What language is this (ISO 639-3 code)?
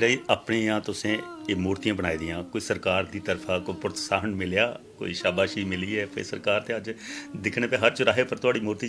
doi